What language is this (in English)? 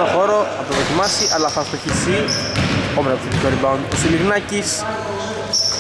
Greek